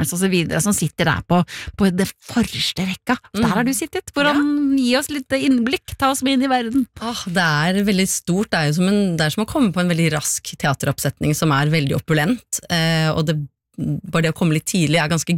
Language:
Norwegian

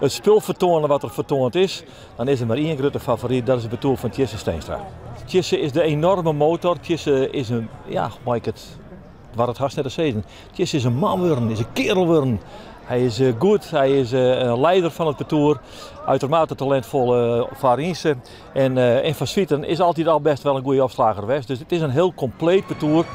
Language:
Western Frisian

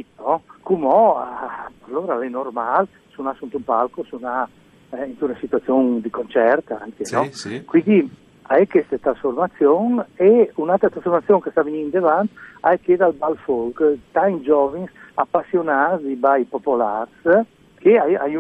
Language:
Friulian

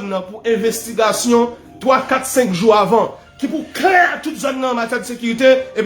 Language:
Haitian Creole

